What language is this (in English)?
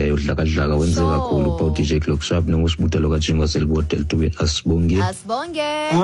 Xhosa